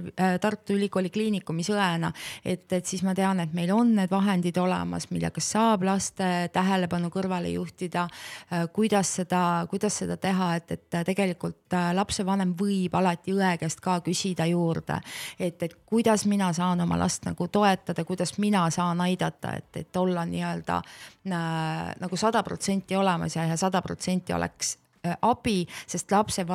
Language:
Estonian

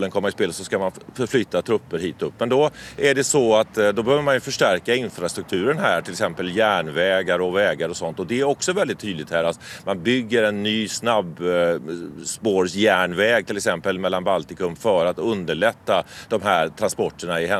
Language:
Swedish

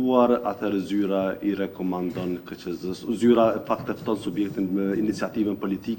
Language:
Albanian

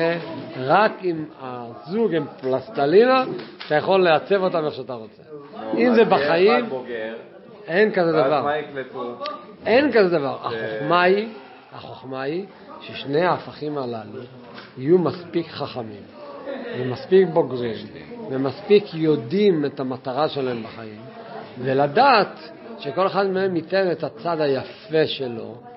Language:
Hebrew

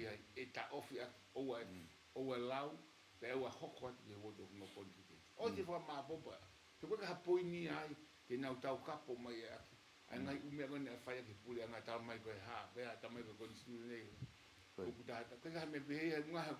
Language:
Tongan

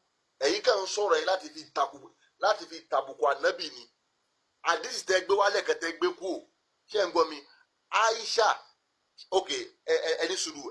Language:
Yoruba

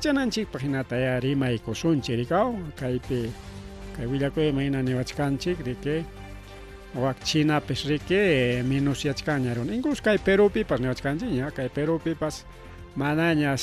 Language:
Ayacucho Quechua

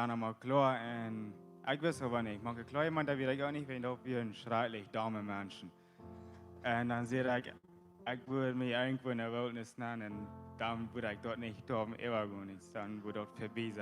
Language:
Plautdietsch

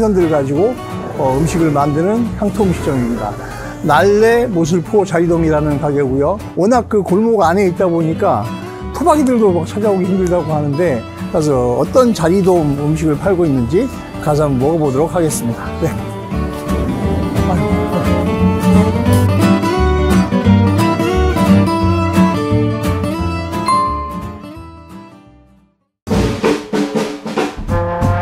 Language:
Korean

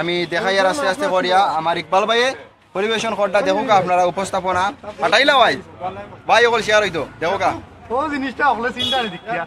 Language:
Sylheti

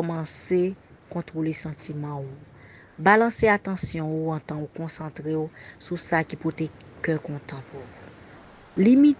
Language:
Haitian Creole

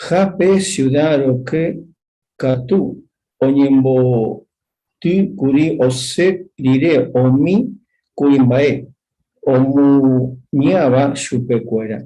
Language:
Guarani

